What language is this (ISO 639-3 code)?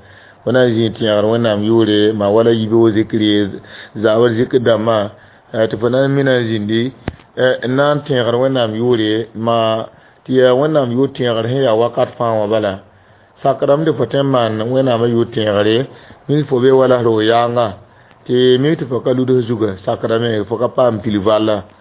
mos